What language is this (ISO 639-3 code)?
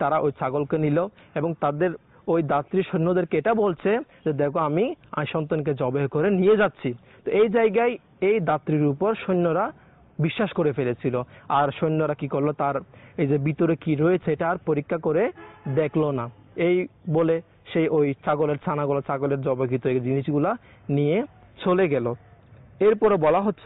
ben